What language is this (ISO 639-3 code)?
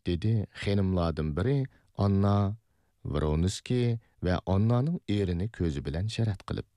uig